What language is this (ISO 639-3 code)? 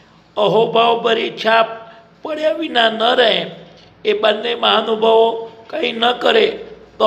guj